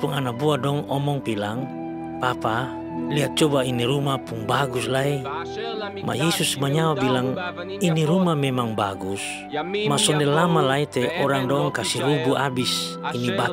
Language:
Kupang Malay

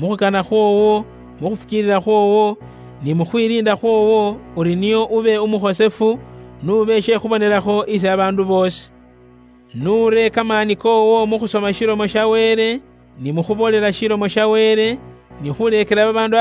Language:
Luyia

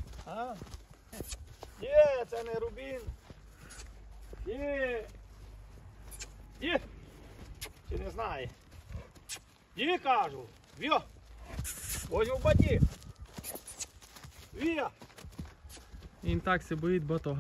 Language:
Ukrainian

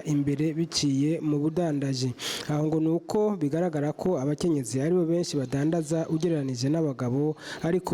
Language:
Rundi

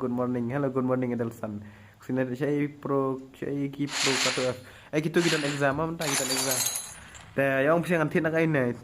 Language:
Khasi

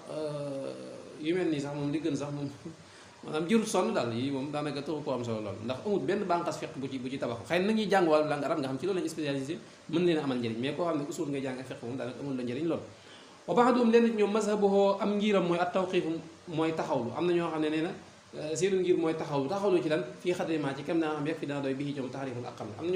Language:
Wolof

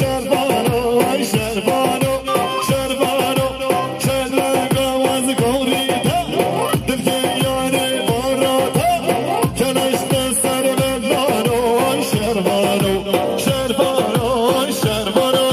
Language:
Kurdish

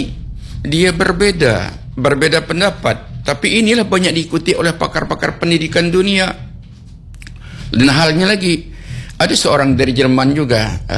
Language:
Indonesian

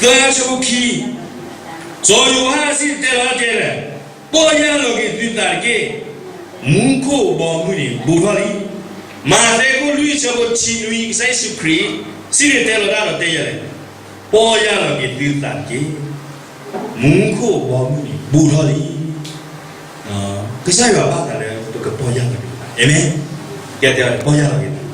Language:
S'gaw Karen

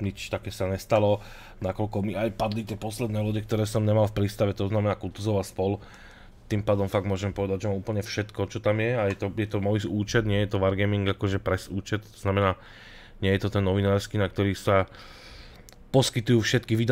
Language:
Slovak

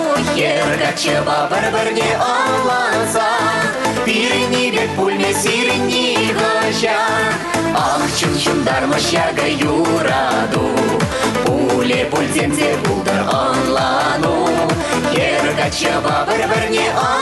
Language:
Chuvash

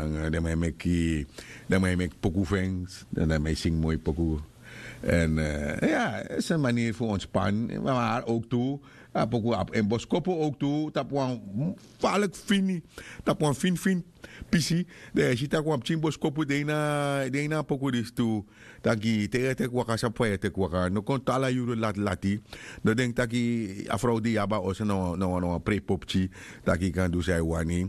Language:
Sranan Tongo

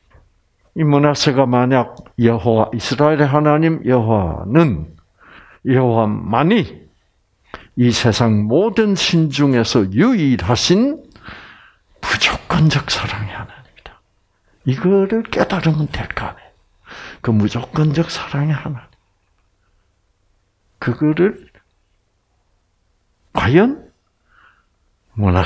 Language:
Korean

